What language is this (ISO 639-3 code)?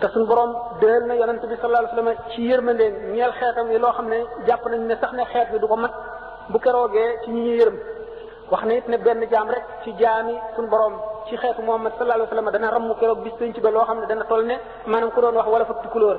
wol